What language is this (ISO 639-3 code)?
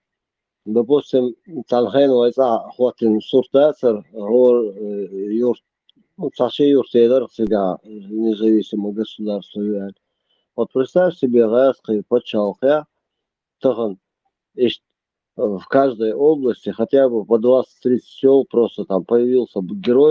che